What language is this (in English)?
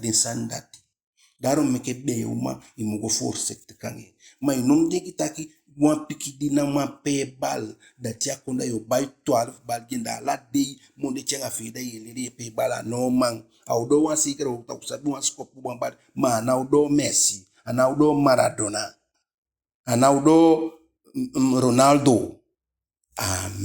Eastern Maroon Creole